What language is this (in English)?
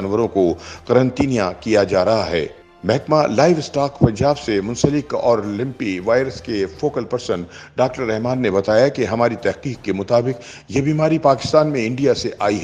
Urdu